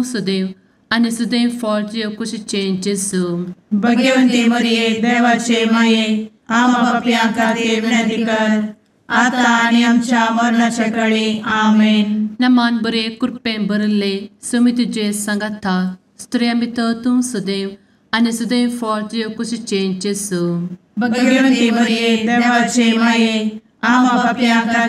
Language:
Konkani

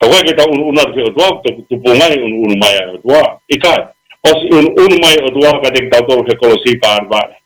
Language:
Tongan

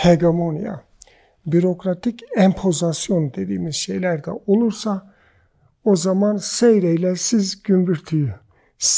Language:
Turkish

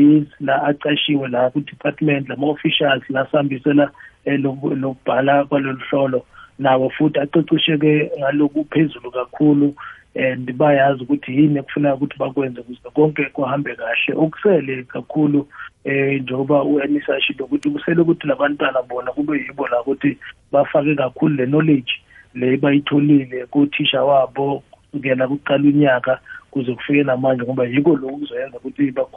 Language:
South Ndebele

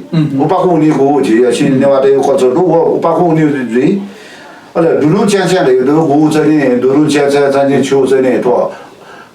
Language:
Newari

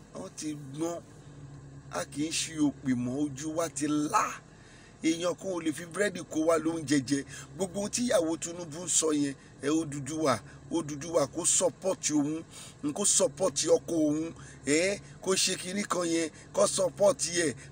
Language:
Yoruba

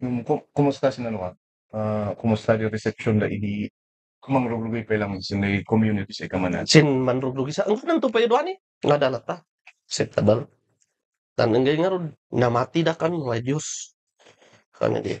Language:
Kankanaey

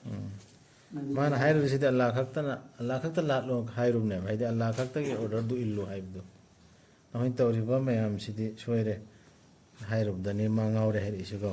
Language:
Manipuri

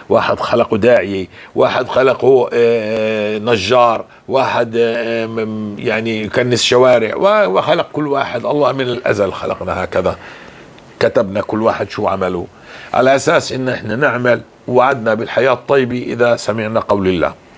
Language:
North Levantine Arabic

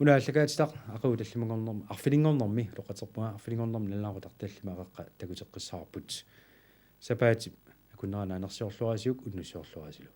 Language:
Kalaallisut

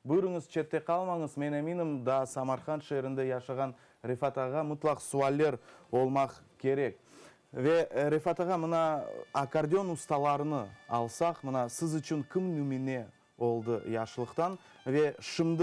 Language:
Crimean Tatar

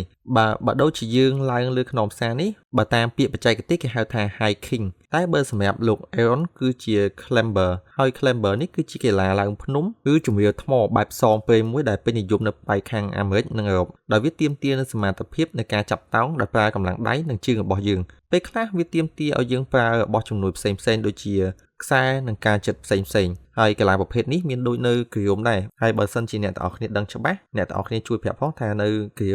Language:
Khmer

